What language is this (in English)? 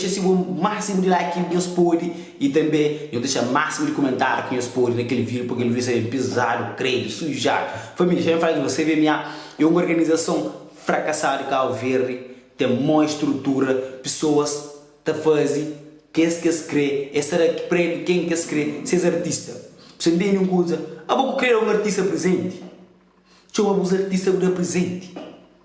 Kabuverdianu